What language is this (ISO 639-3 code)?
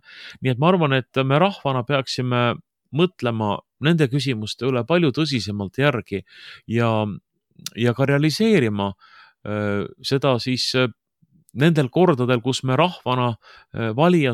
est